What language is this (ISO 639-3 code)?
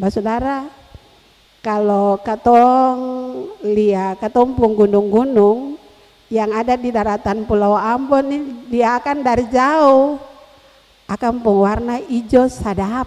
abs